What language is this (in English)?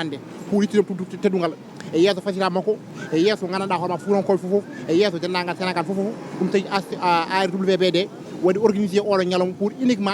Fula